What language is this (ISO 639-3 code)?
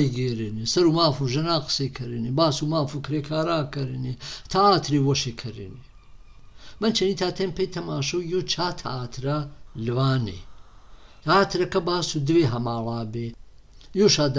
hac